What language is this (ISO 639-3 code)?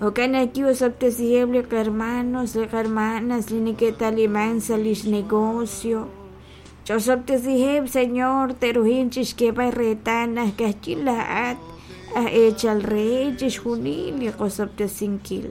kek